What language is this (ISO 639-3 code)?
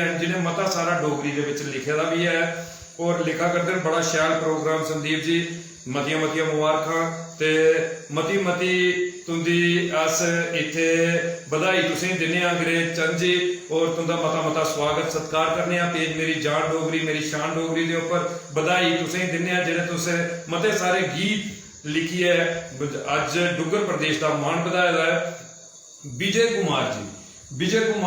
doi